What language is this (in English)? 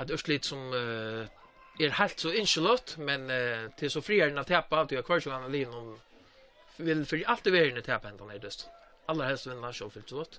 Faroese